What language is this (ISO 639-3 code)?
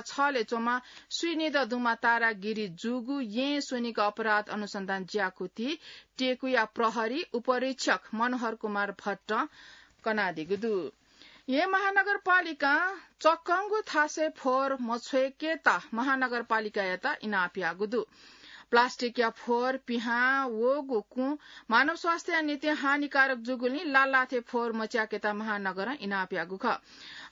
new